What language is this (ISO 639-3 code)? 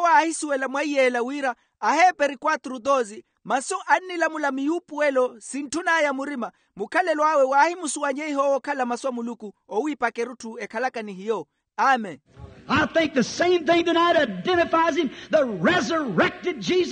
vmw